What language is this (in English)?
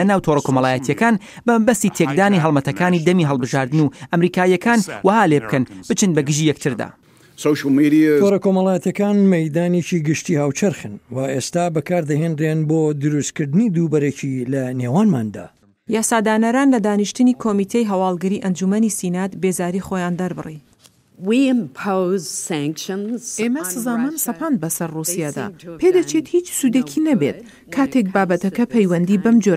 Central Kurdish